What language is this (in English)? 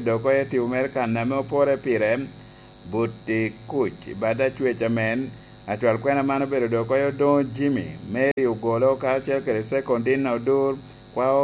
Lango (Uganda)